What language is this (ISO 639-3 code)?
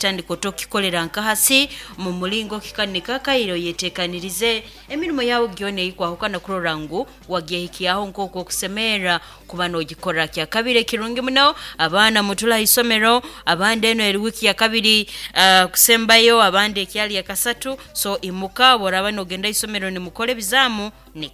nyn